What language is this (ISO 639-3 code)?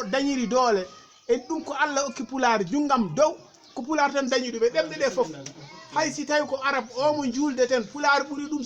ful